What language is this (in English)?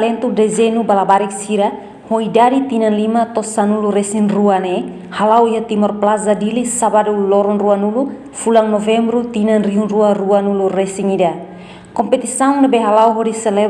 Tetum